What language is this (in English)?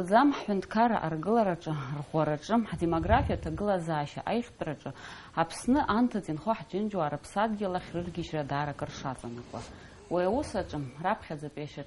Abkhazian